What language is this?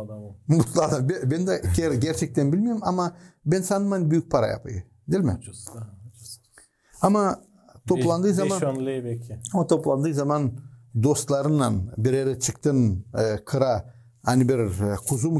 Gagauz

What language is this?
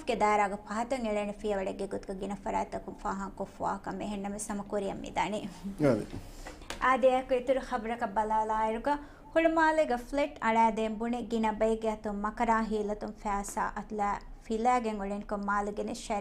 Divehi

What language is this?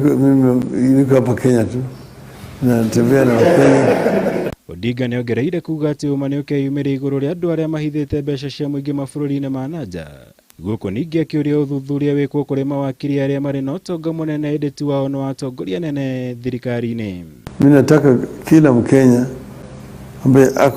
Kikuyu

